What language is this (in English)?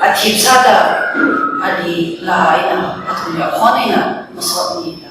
Tangkhul Naga (India)